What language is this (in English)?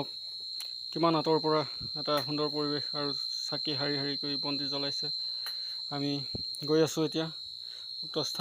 Assamese